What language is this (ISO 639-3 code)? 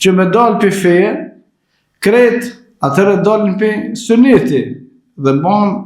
sqi